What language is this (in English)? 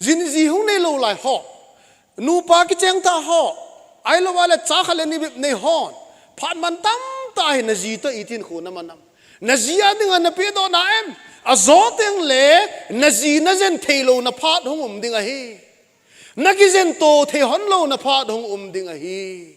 Thado Chin